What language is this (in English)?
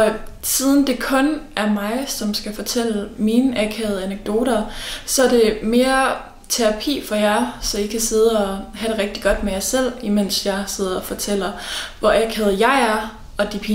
Danish